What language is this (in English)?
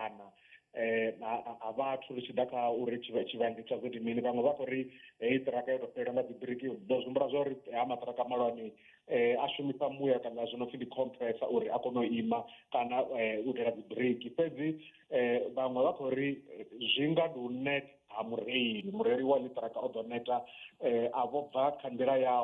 Venda